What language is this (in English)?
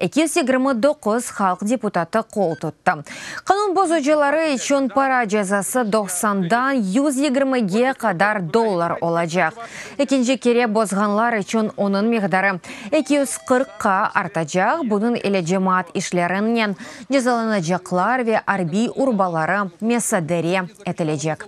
Crimean Tatar